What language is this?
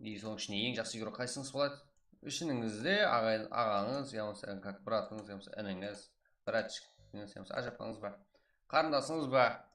Kara-Kalpak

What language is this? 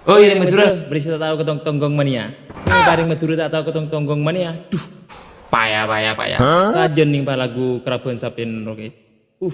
Madurese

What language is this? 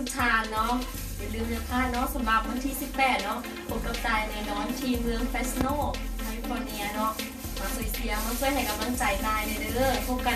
Lao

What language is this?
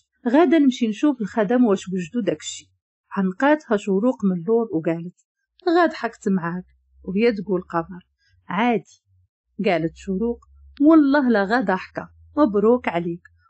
Moroccan Arabic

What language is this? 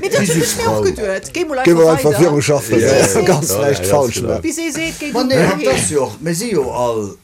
Luxembourgish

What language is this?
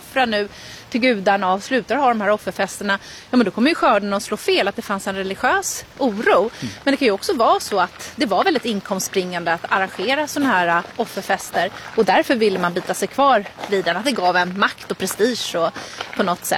Swedish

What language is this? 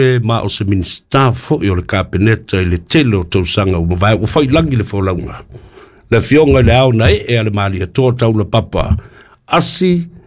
Samoan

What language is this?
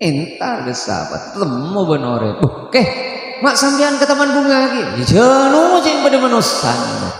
Madurese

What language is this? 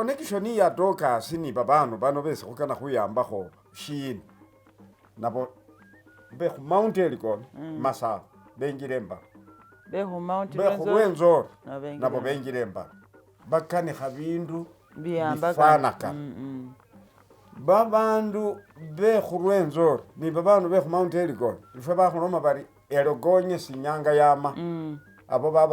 Masaaba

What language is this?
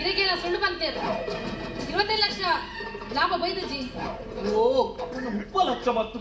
Tulu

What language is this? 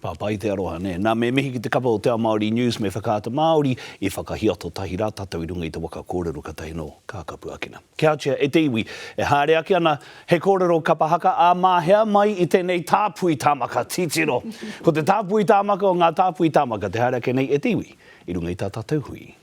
Māori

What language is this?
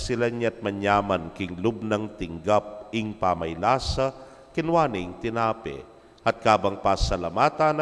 Pampanga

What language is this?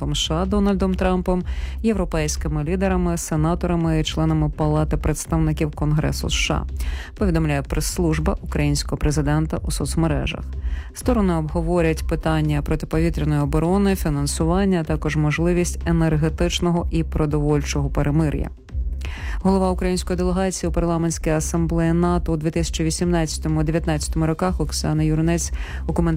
Ukrainian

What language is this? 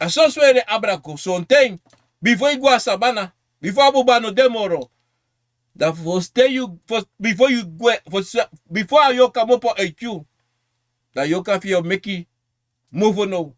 Sranan Tongo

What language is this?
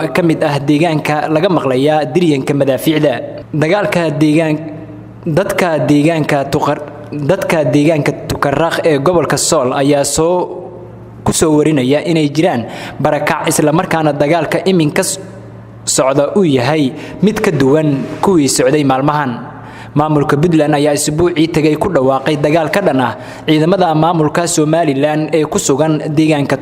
Somali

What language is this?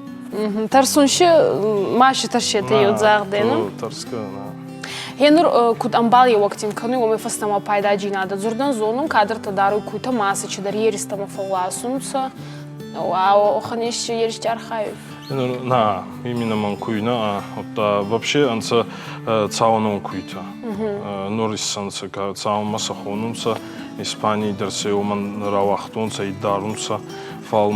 Ossetic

